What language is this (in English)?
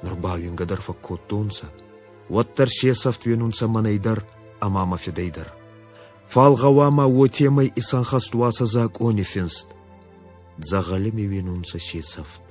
Ossetic